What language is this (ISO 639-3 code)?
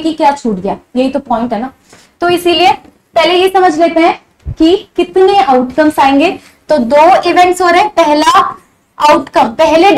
hin